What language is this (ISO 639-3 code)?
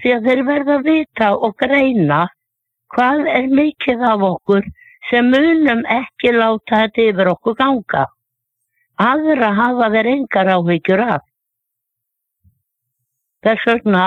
isl